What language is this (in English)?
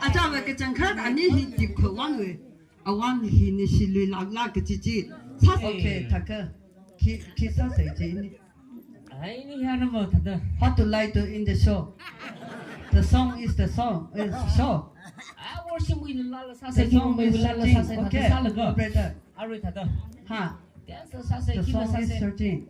Tangkhul Naga (India)